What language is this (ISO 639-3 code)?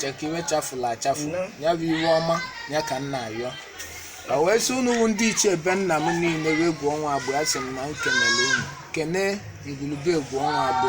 ibo